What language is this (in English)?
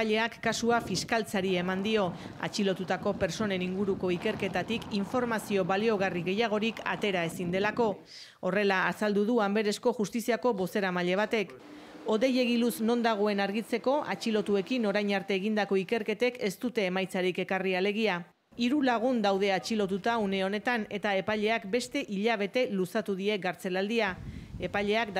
Basque